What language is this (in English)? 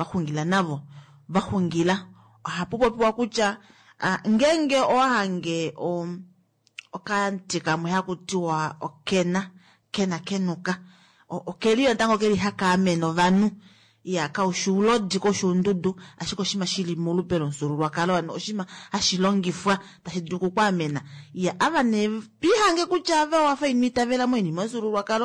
Kuanyama